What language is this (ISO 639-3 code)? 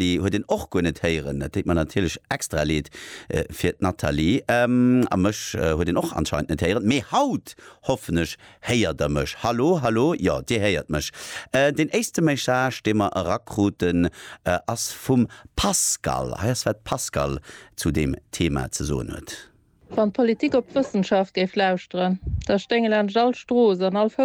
ltz